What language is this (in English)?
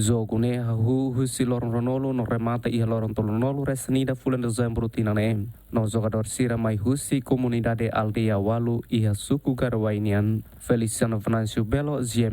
Tetum